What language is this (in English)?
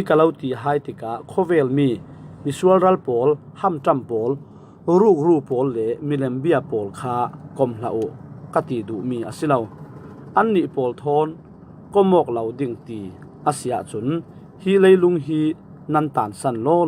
Falam Chin